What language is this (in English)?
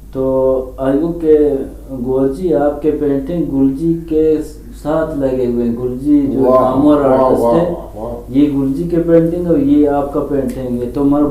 Eastern Balochi